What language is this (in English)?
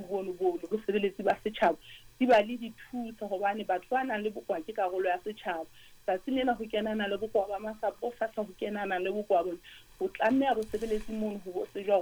Southern Sotho